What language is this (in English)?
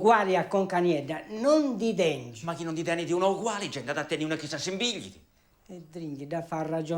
Sardinian